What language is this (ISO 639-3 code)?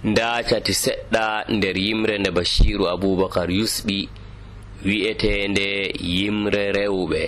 fuv